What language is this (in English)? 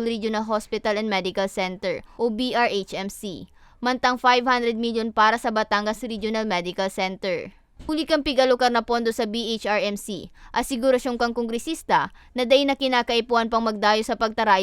Bikol